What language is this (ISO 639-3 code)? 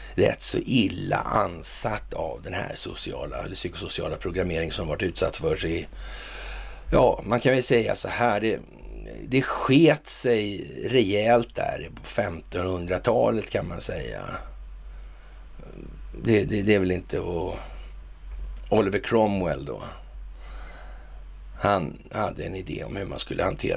swe